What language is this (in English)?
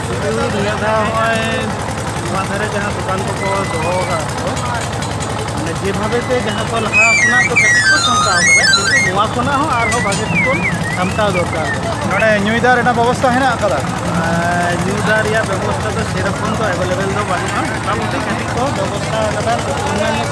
Santali